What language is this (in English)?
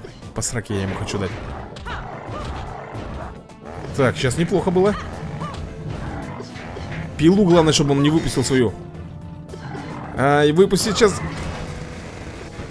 Russian